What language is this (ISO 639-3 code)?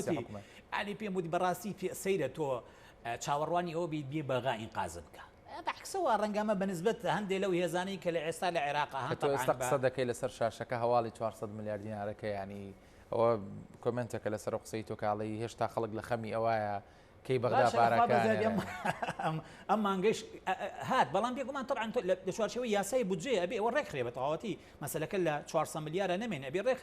ckb